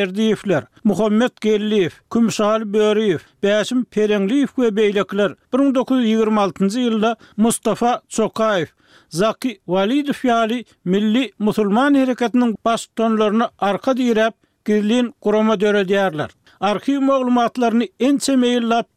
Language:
Turkmen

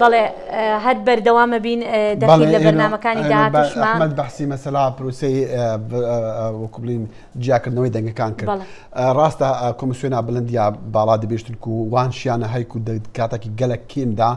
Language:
Central Kurdish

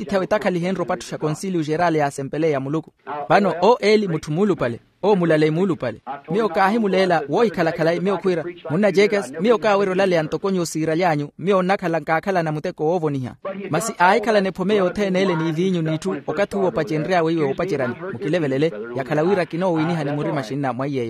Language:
Makhuwa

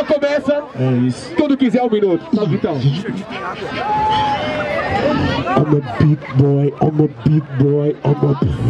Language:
Portuguese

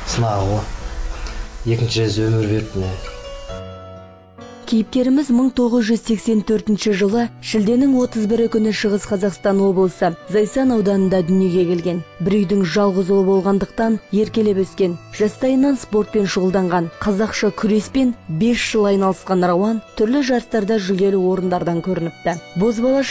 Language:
Kazakh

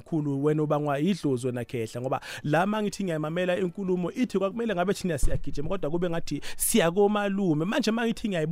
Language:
South Ndebele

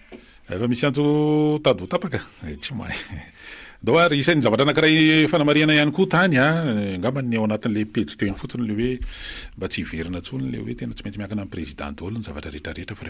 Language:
Malagasy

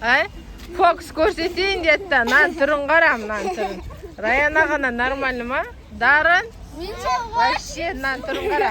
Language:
Kazakh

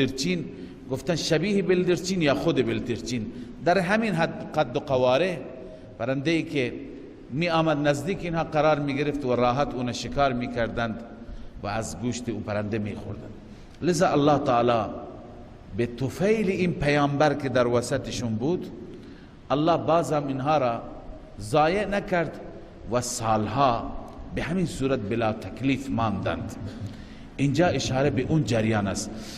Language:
Persian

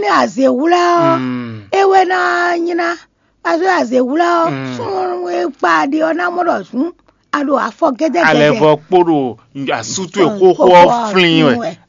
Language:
Fon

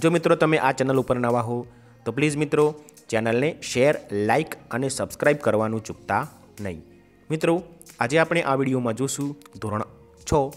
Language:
Gujarati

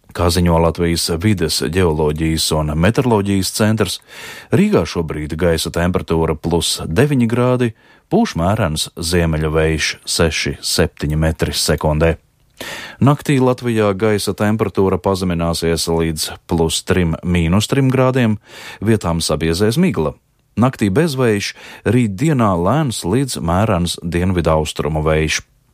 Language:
Latvian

